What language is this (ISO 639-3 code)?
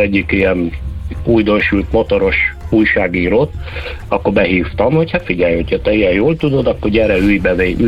hun